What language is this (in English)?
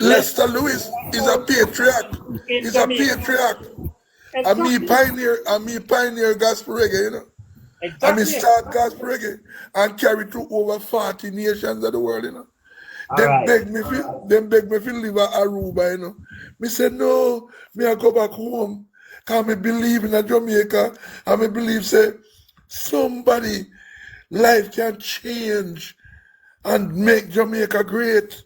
Jamaican Creole English